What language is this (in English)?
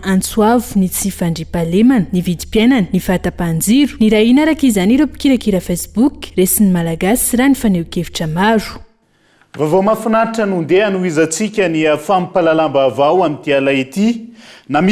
Malagasy